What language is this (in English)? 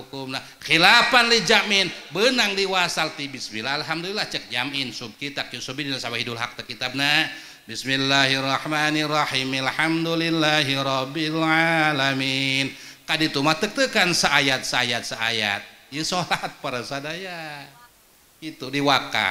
Sundanese